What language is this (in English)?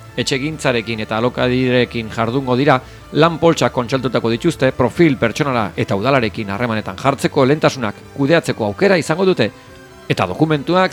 Basque